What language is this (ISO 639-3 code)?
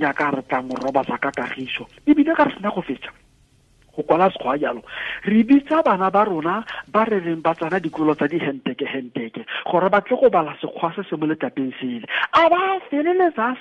tsn